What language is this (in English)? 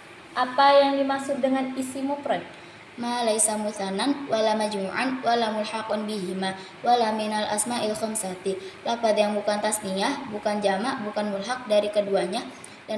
Indonesian